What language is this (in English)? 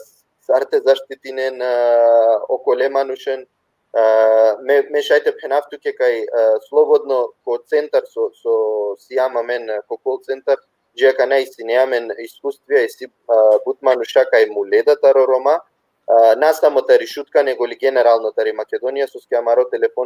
Balkan Romani